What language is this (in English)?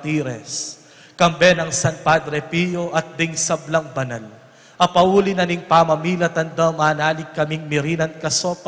Pampanga